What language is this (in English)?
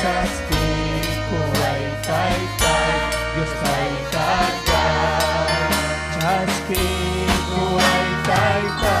Ayacucho Quechua